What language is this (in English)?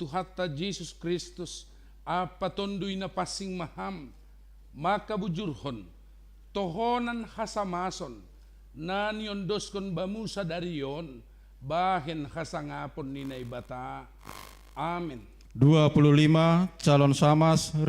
Batak Simalungun